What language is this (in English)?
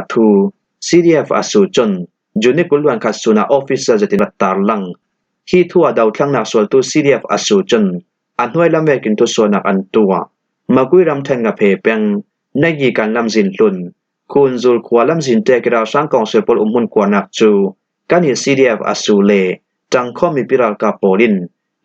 Falam Chin